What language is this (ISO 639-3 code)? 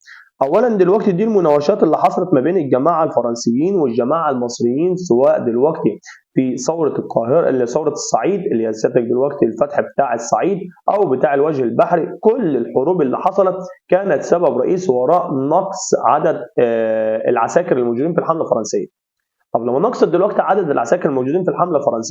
arz